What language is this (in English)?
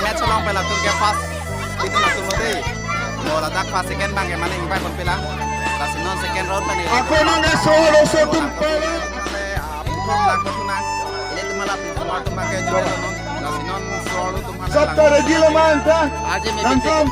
Karbi